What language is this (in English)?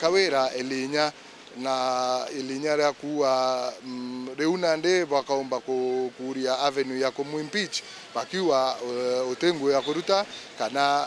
Meru